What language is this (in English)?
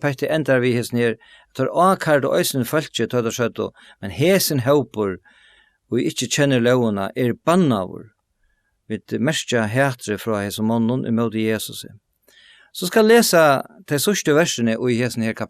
Faroese